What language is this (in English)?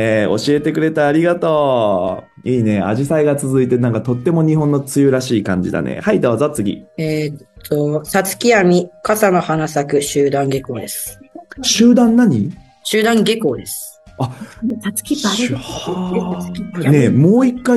Japanese